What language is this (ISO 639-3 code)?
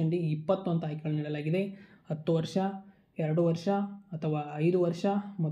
kan